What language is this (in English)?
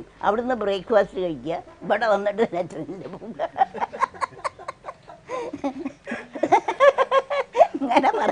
Malayalam